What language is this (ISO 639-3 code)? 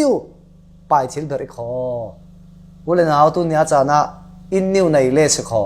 cfm